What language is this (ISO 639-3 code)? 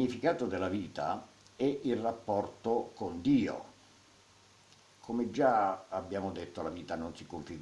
ita